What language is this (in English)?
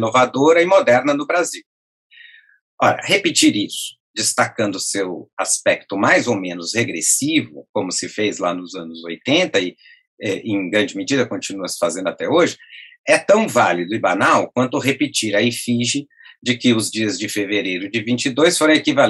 Portuguese